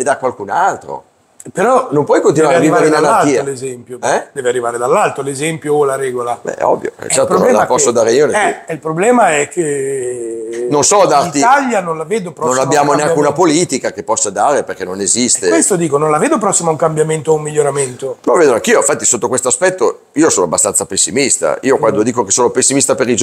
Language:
Italian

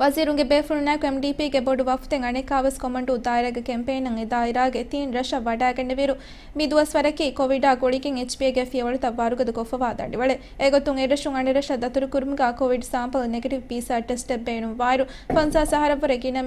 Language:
Divehi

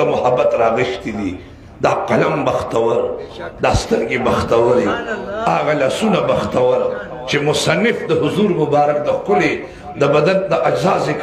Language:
Pashto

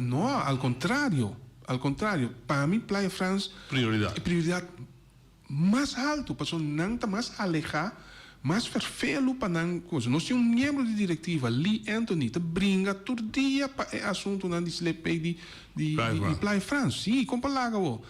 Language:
Papiamento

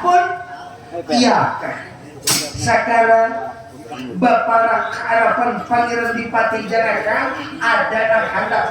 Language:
Banjar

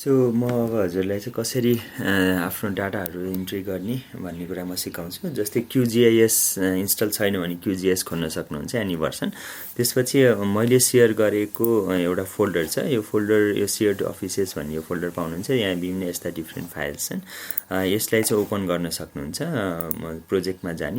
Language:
Nepali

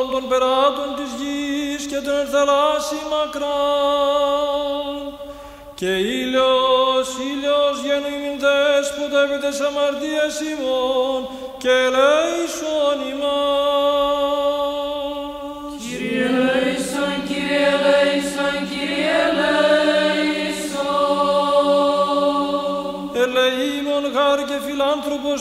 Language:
Greek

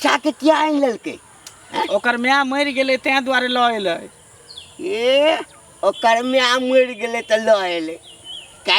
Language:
Maithili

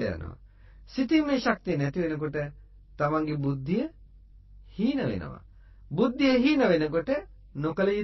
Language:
Sinhala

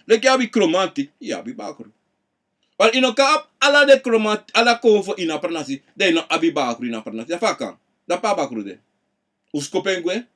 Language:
Sranan Tongo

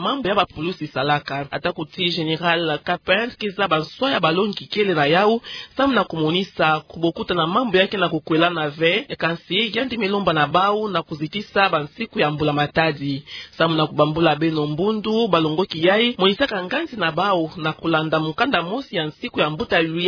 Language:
Kituba (Democratic Republic of Congo)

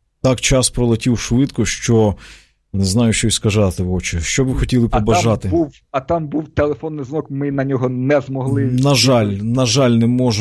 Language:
Ukrainian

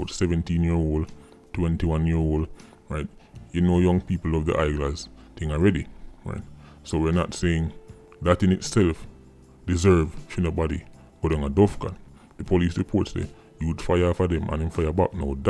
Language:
Jamaican Creole English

